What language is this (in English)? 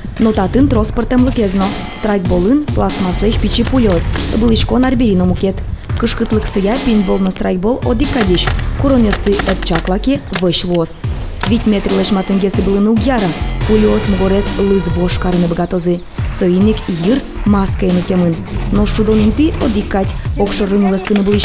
Udmurt